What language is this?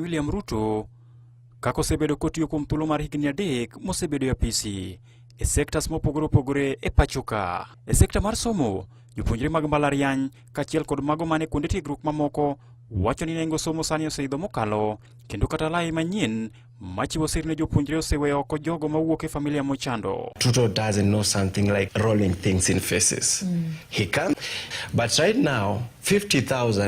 Luo (Kenya and Tanzania)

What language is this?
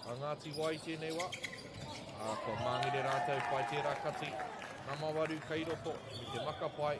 Māori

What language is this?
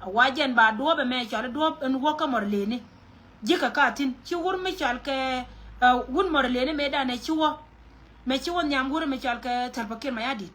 Nuer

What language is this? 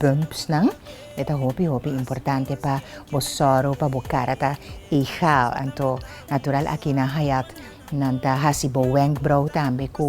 Papiamento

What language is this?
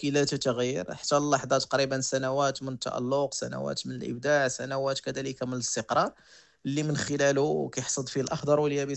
Moroccan Arabic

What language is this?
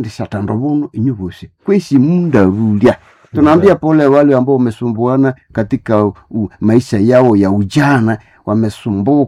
Nande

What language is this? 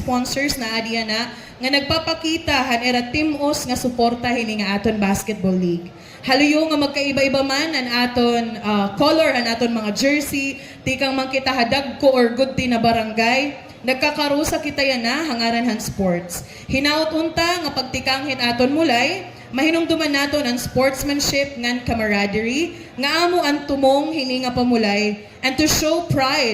Waray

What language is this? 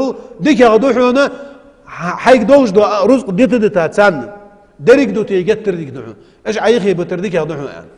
Ingush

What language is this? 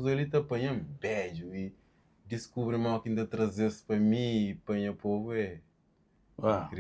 Kabuverdianu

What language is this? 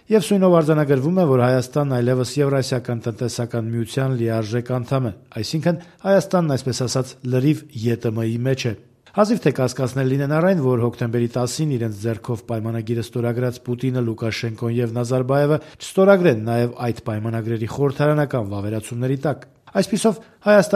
Armenian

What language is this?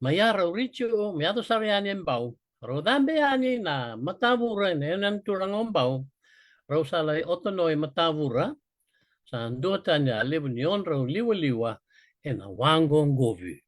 Fijian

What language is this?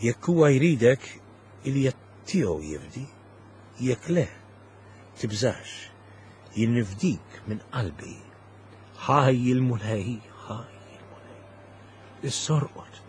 Maltese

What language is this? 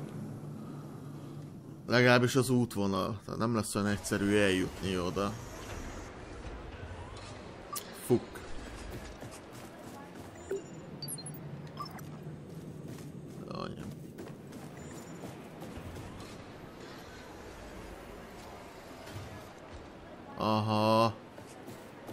Hungarian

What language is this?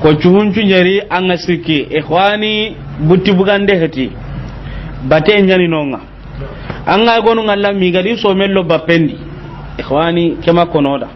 Soninke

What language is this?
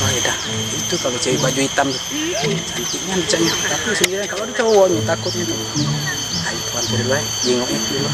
Musi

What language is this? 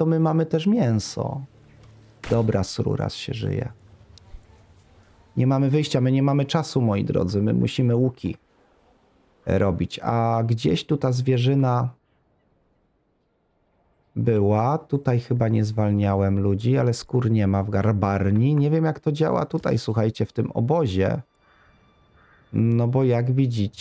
Polish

